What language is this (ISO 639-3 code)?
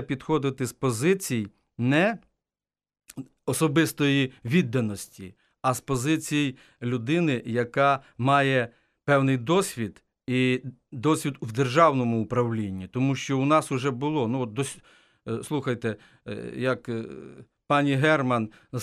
ukr